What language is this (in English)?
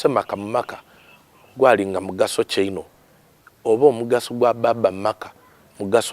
Soga